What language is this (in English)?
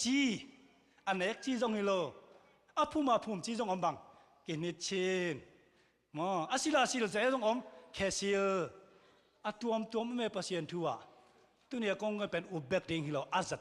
Tedim Chin